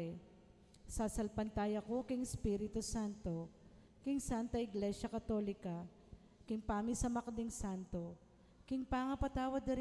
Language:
Pampanga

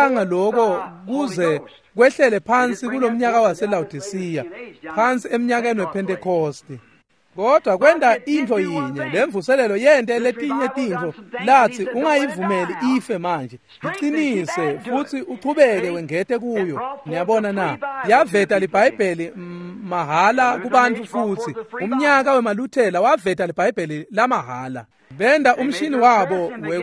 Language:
Swati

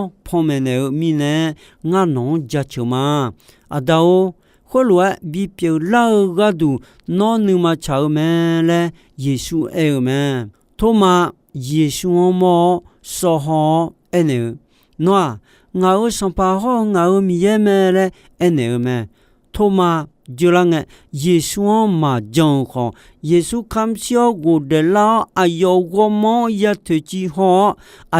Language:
Akha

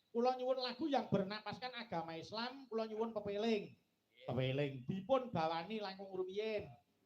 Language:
Javanese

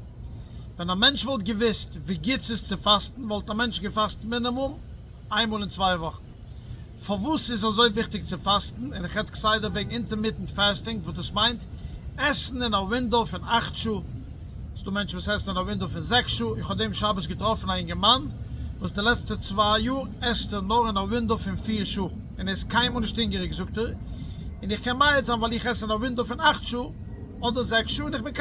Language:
Yiddish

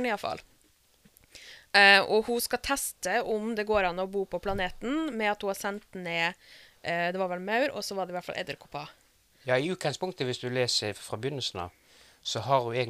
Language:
Norwegian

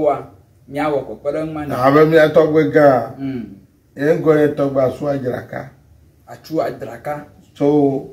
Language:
Ewe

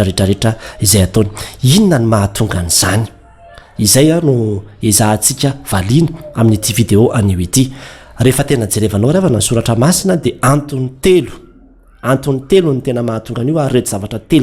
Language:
Malagasy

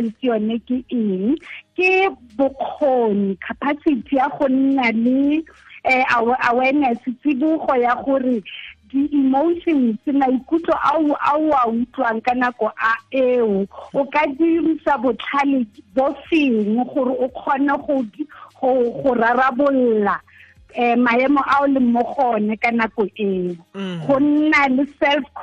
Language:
Tswana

